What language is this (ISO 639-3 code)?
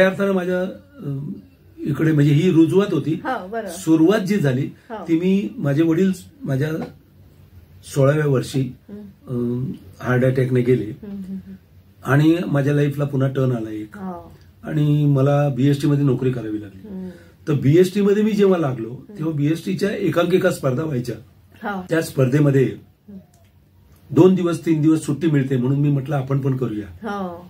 mar